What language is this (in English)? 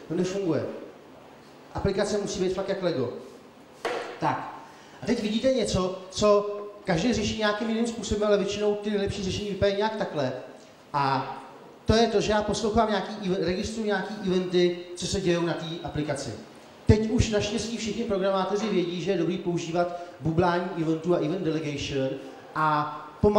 Czech